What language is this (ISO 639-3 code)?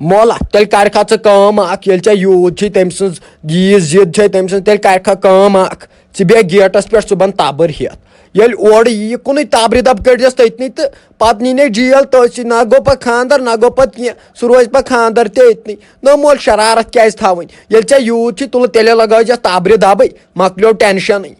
kas